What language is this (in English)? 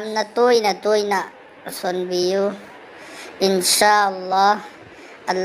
Manipuri